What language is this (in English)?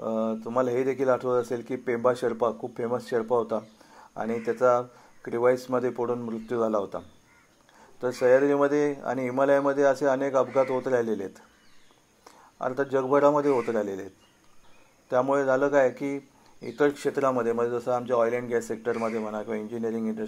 Marathi